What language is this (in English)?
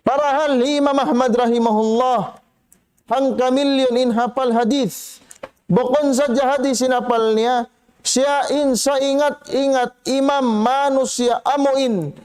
Tausug